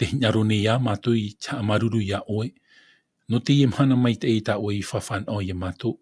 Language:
Tahitian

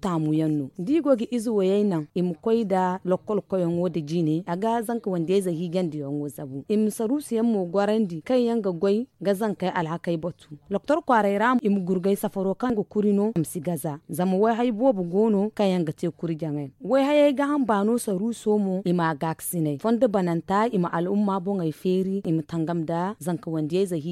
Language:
Zarma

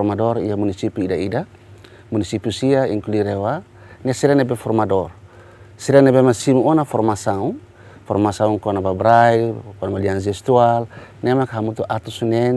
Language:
Tetum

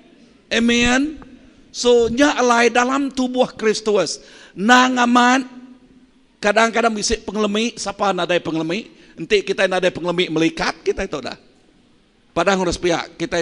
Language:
Iban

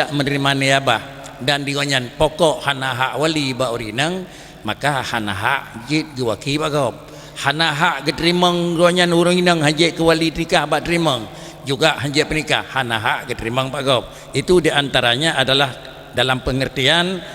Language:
Achinese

